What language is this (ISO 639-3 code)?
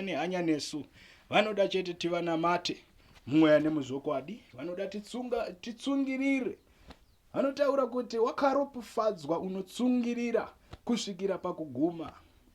sna